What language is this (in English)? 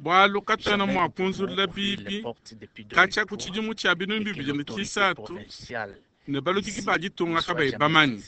Luba-Lulua